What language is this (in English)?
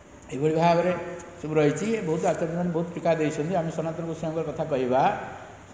Odia